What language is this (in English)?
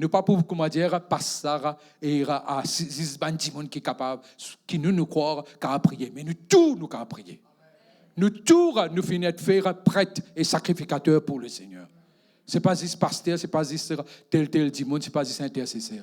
Morisyen